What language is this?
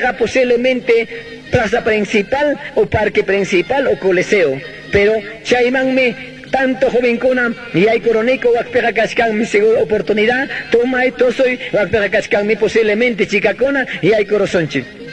Quechua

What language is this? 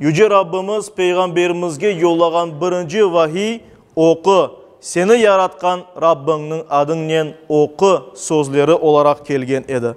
Crimean Tatar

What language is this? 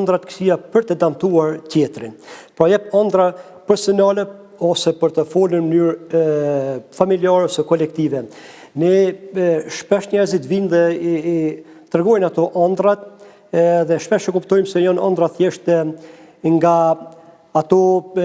Albanian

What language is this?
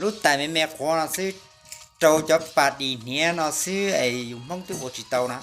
Hmong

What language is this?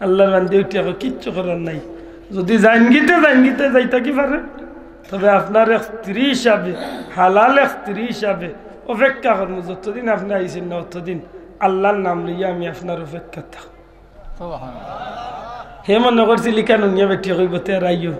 Sylheti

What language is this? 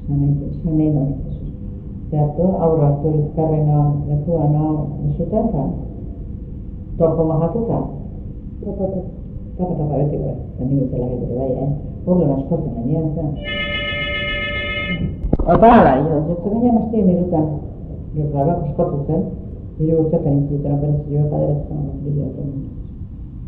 Basque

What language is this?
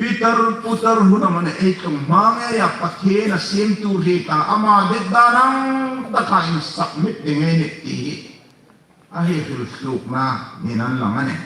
Hmar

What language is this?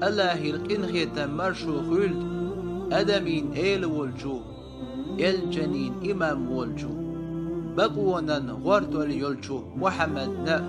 Chechen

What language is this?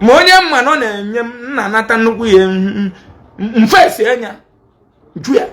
Igbo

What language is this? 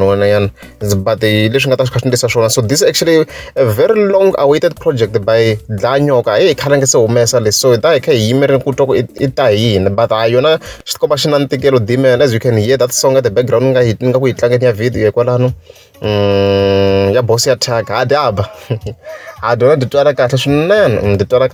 Tsonga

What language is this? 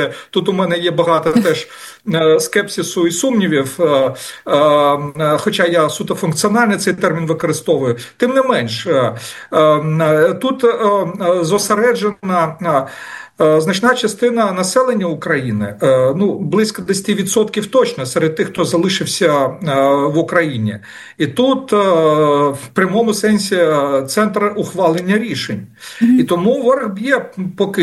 Ukrainian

